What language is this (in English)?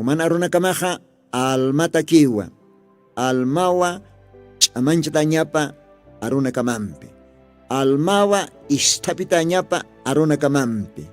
Aymara